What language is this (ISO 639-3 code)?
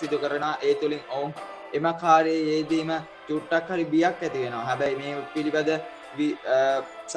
sin